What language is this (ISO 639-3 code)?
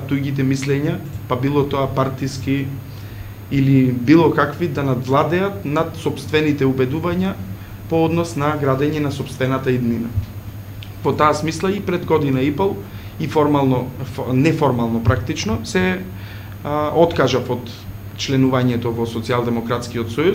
mkd